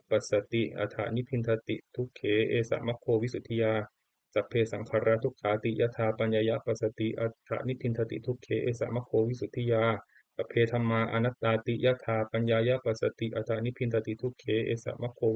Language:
Pali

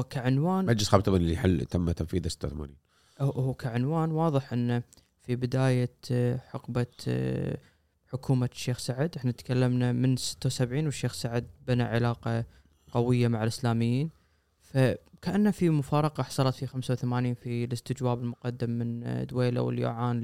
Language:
Gulf Arabic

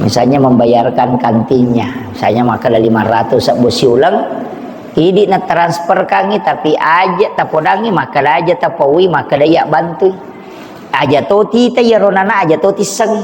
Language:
Buginese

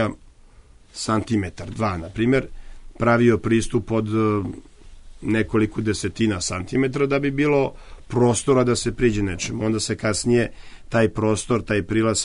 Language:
Serbian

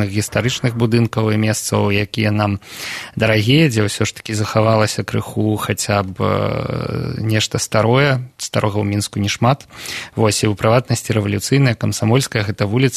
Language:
Belarusian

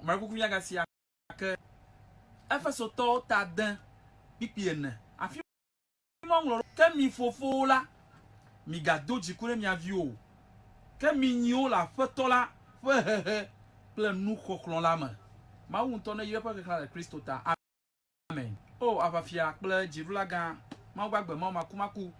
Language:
Ewe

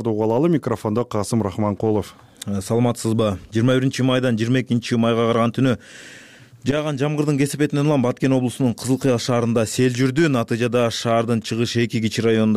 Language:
Kyrgyz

